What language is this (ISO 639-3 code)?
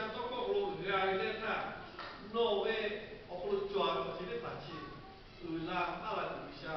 lhu